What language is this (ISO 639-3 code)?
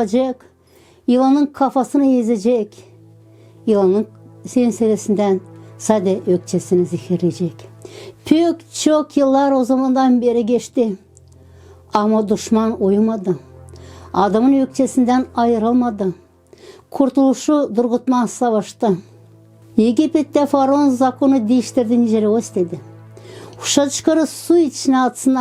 gag